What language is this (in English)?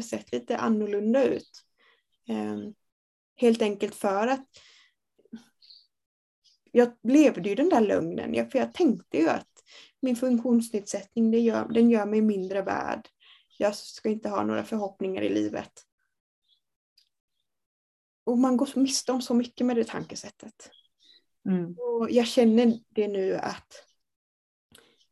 Swedish